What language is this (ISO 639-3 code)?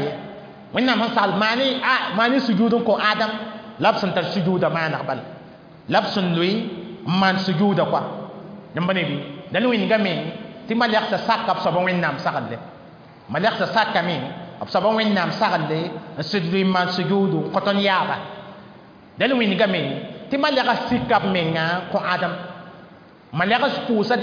mos